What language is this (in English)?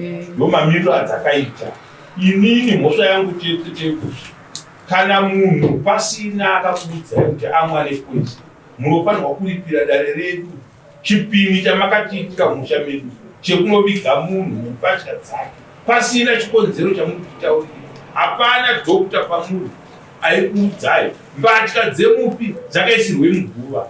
Shona